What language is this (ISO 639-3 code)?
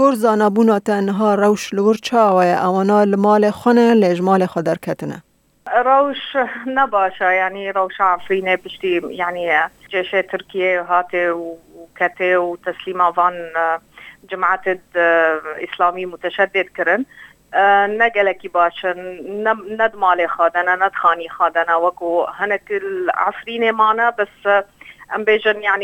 kur